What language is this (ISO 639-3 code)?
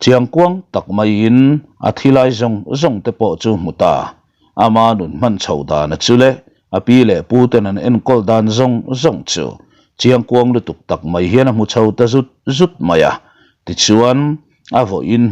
lus